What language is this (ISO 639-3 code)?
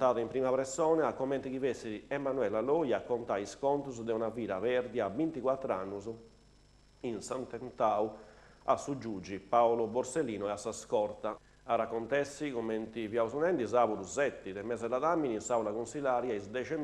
srd